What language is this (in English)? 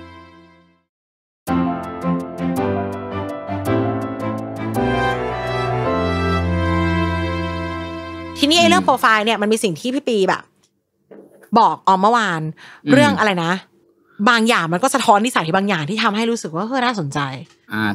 Thai